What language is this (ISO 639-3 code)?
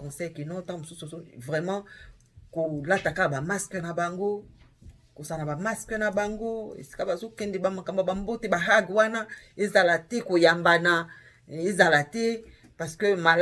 lin